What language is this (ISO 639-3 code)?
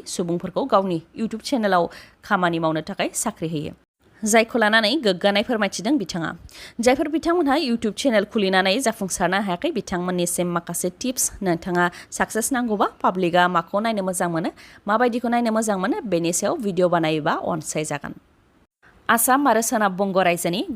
brx